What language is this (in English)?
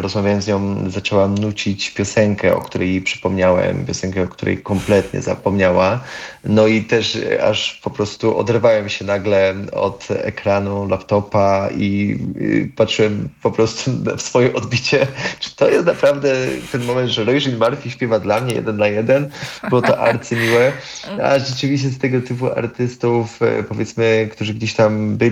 Polish